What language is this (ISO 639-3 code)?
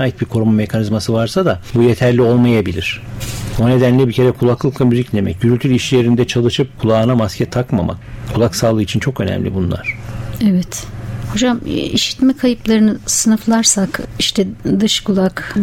tur